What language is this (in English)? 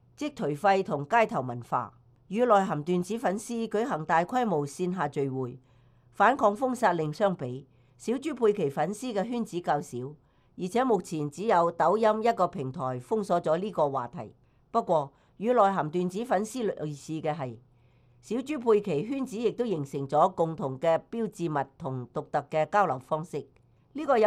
Cantonese